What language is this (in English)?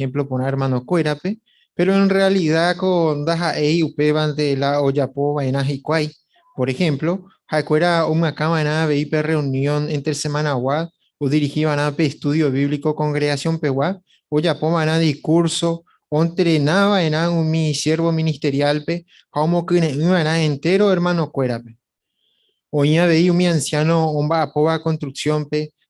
Guarani